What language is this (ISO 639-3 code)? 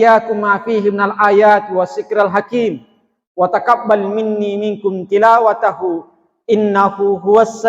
bug